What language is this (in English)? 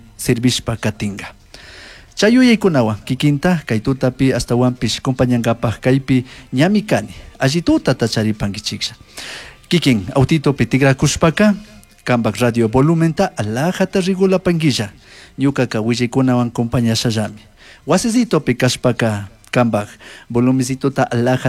Chimborazo Highland Quichua